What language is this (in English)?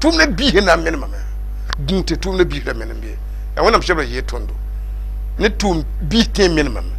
Mossi